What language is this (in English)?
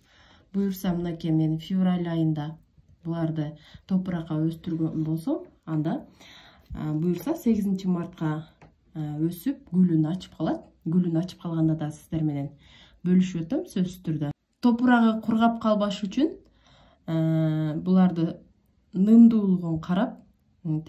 Kyrgyz